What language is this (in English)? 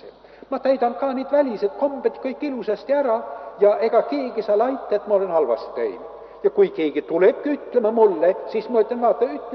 Estonian